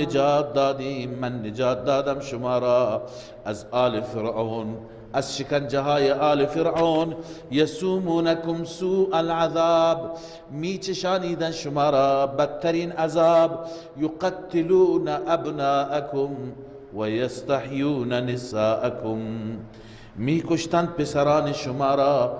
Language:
Persian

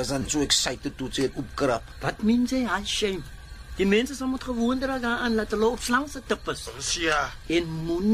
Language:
Afrikaans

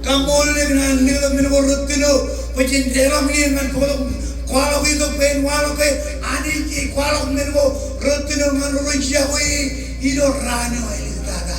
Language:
Marshallese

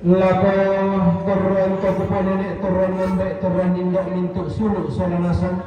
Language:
Toraja-Sa'dan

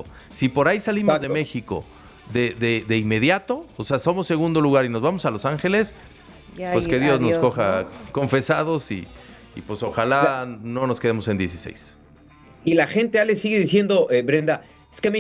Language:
Spanish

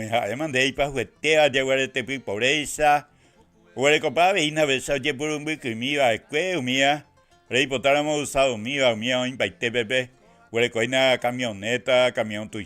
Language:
Guarani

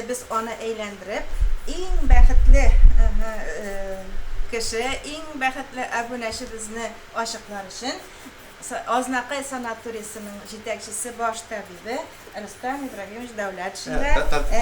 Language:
Tatar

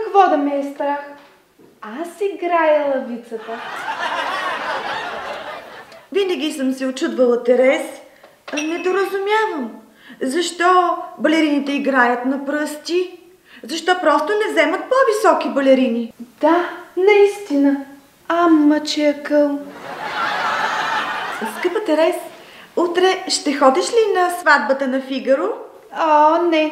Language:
Bulgarian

